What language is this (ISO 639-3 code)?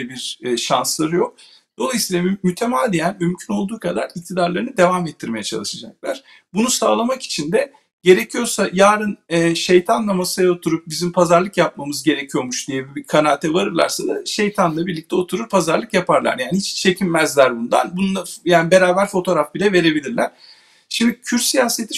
tur